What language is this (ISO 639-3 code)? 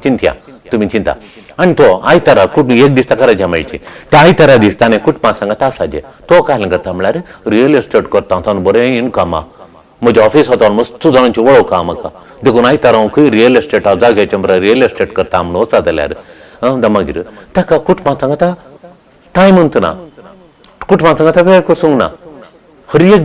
kok